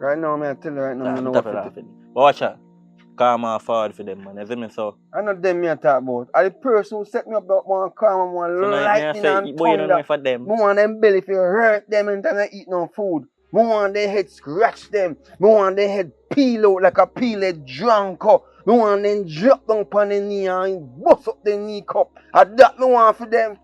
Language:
Jamaican Creole English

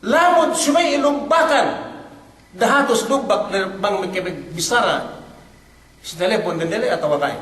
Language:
Yakan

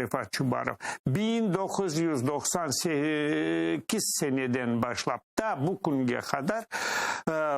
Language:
Crimean Tatar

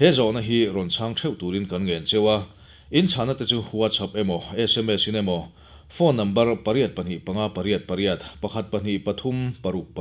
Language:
Mizo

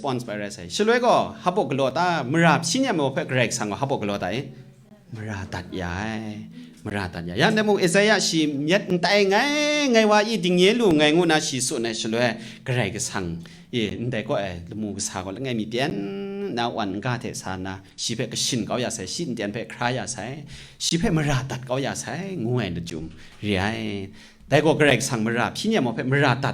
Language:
Kachin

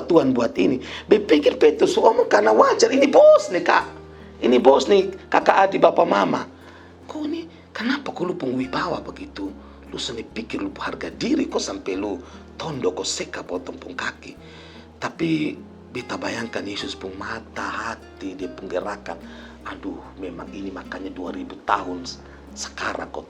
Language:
Kupang Malay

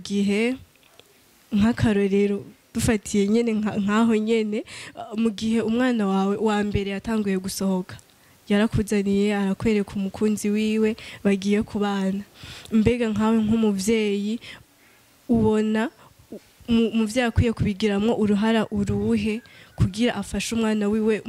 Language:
Rundi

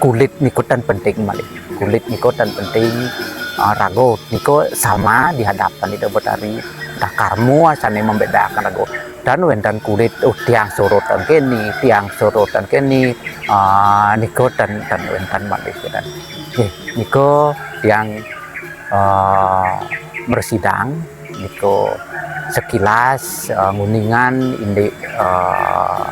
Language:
Balinese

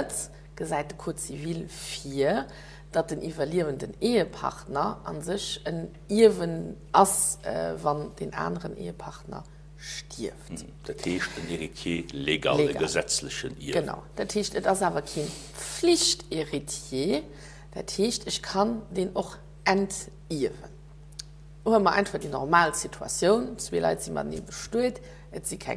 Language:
Luxembourgish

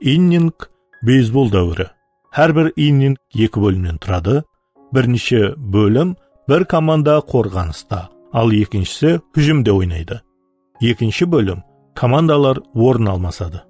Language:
Kara-Kalpak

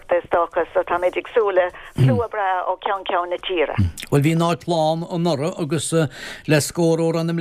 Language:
Irish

